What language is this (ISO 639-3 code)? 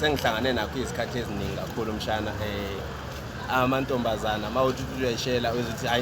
zul